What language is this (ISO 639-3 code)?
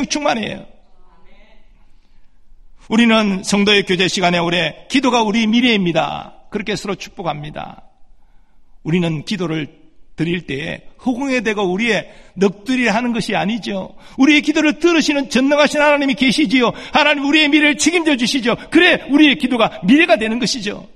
kor